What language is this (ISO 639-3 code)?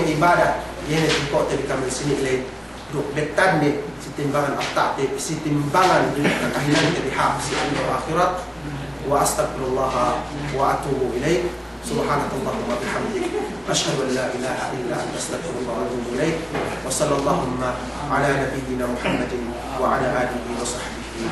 yka